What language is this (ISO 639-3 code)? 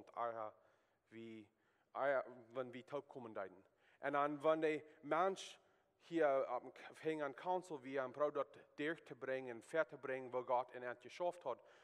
pdt